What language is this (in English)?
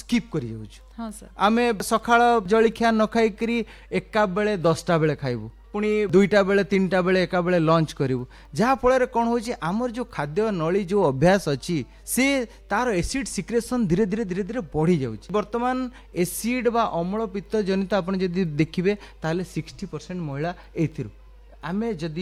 Odia